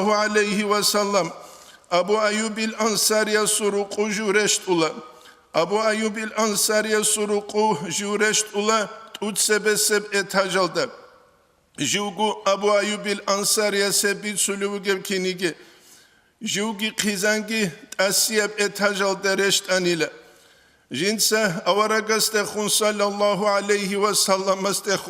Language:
Avaric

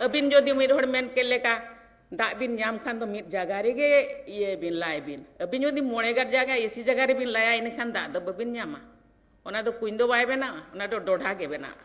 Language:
Santali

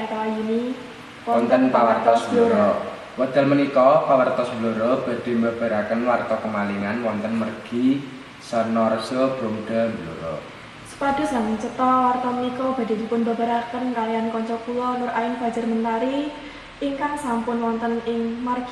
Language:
Javanese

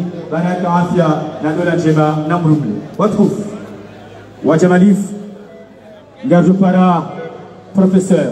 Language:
Swahili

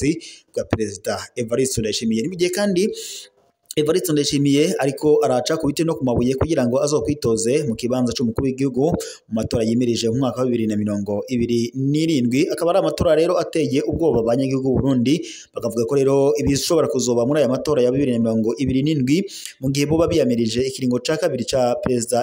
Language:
Rundi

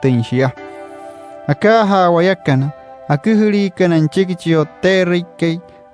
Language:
Wayuu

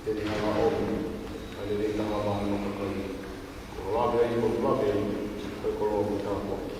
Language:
Tongan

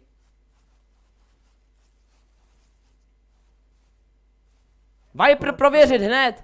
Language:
Czech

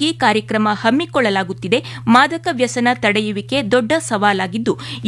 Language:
Kannada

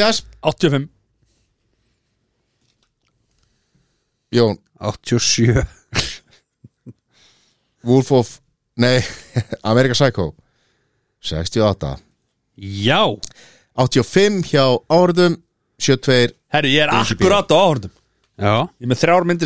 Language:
Icelandic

